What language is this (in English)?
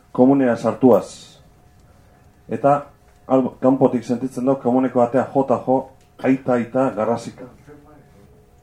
Basque